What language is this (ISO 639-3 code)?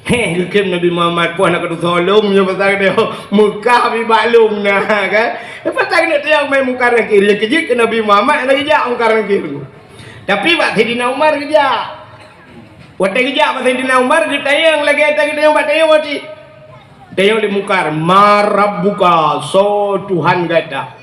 ace